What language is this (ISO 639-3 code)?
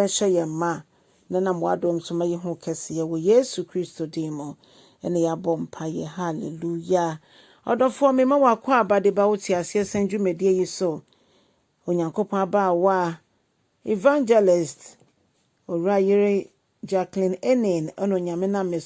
aka